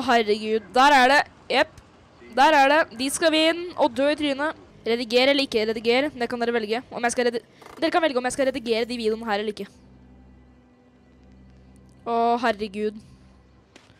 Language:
Norwegian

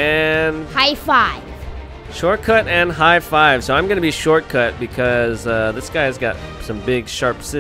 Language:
English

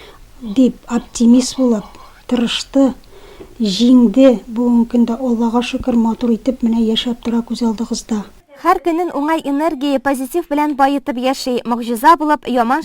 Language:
Tatar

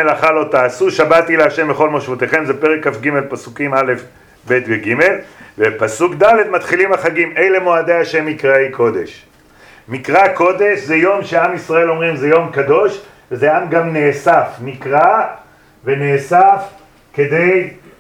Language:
Hebrew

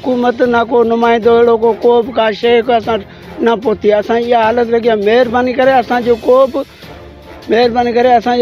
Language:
Sindhi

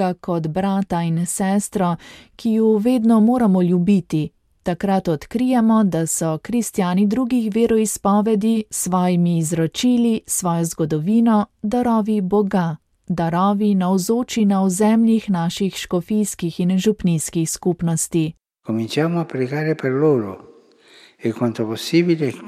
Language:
Slovenian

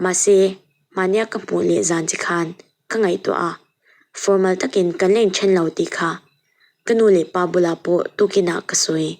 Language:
Mizo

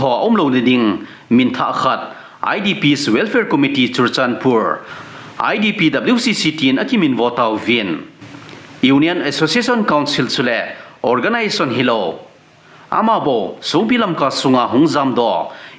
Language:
Thado Chin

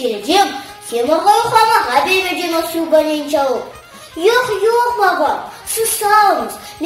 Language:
Crimean Tatar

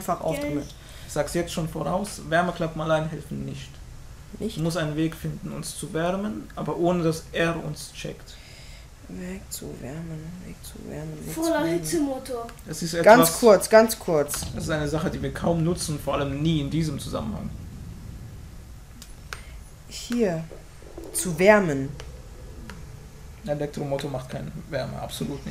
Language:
German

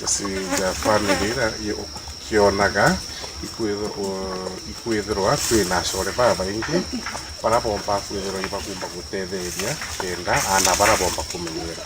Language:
Meru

